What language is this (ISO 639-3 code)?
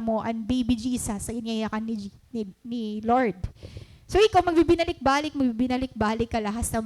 war